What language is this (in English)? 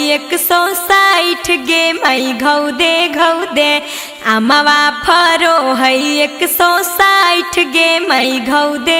Magahi